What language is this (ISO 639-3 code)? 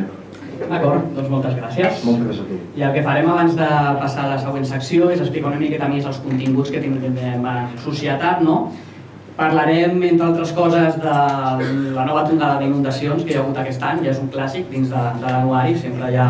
cat